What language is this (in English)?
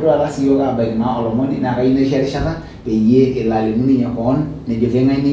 Masai